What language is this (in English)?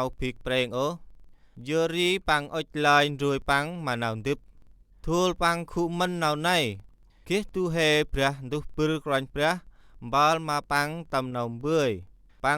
Central Mnong